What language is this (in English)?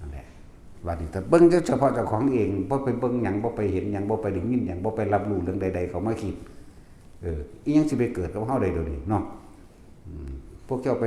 Northeastern Thai